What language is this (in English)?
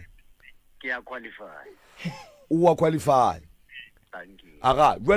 Northern Sotho